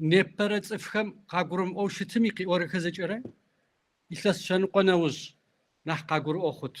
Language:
Kabardian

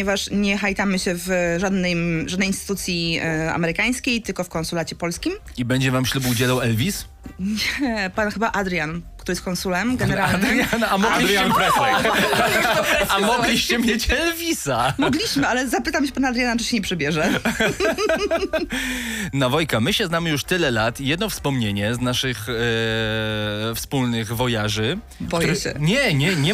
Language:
Polish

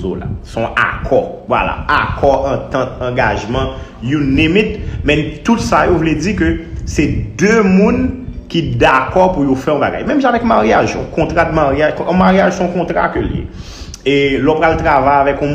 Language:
Haitian Creole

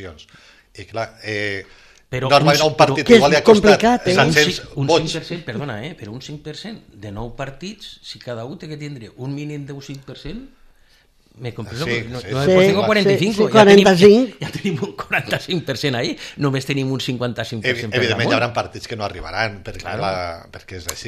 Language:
Catalan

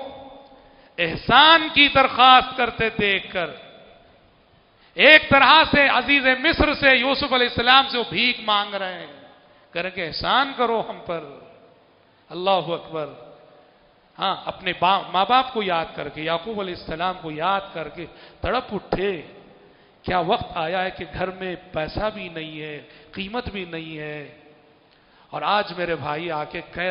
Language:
Urdu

